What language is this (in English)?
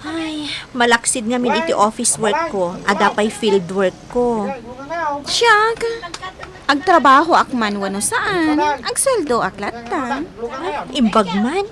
Iloko